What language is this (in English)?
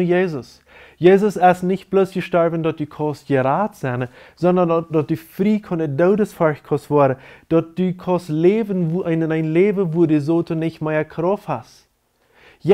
Plautdietsch